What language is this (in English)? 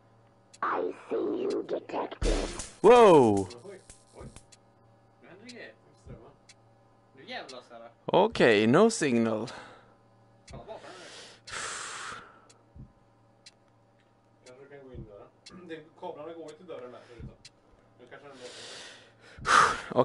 Swedish